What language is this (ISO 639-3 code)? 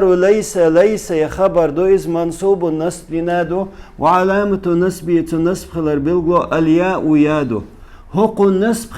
che